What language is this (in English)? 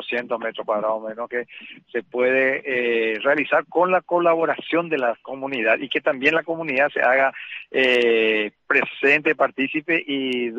Spanish